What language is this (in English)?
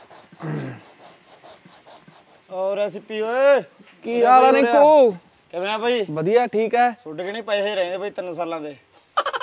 Punjabi